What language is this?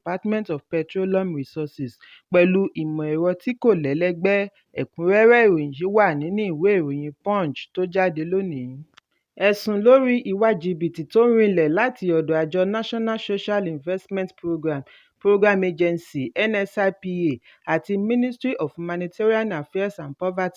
Yoruba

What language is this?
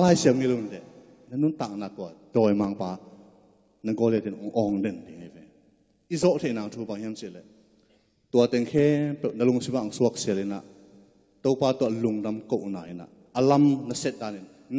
Tedim Chin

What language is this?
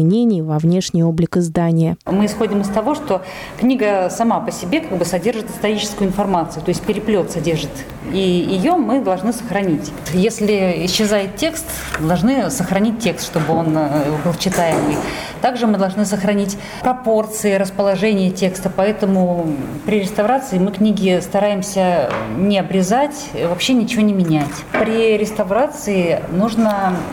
Russian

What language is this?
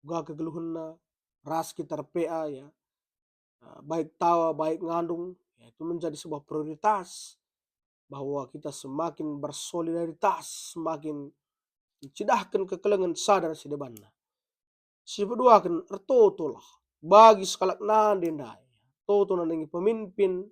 Batak Karo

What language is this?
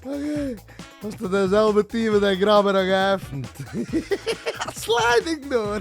Yiddish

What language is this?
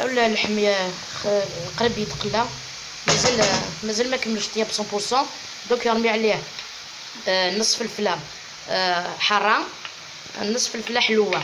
Algerian Arabic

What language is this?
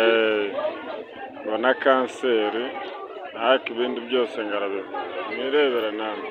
Kinyarwanda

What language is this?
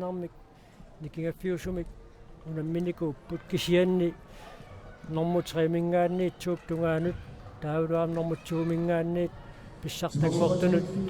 Kalaallisut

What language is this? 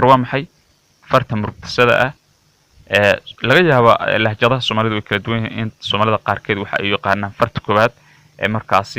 Somali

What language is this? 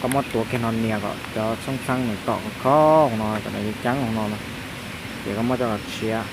Hmong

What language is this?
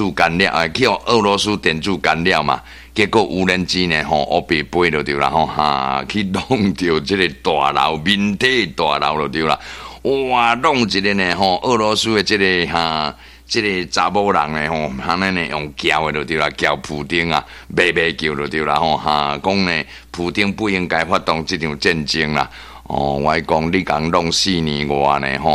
Min Nan Chinese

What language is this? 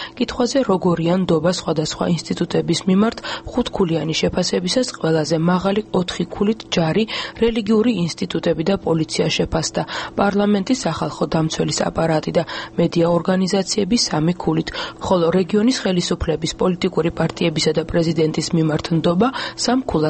Georgian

